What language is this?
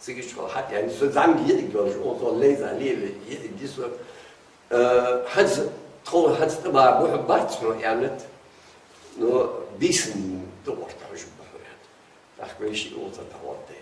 Ingush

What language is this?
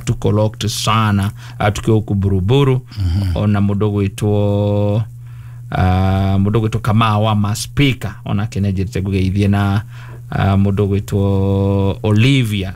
Kikuyu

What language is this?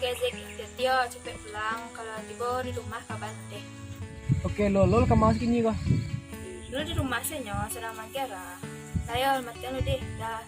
Minangkabau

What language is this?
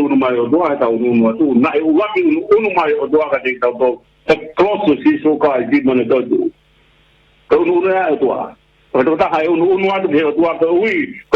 Tongan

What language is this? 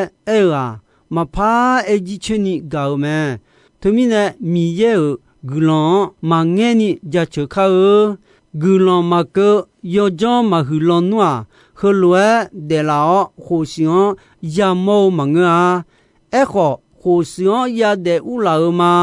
Akha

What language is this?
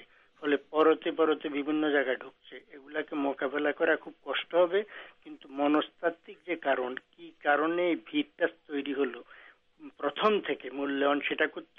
Bangla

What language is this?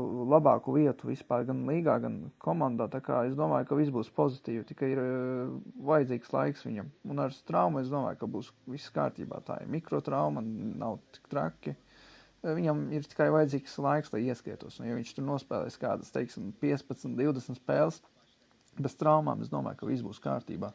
Latvian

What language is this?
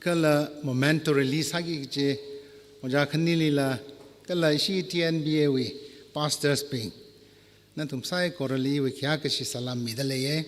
Tangkhul Naga (India)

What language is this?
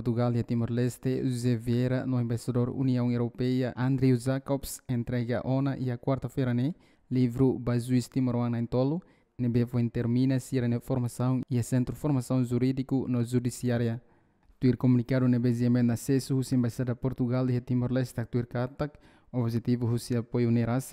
Tetum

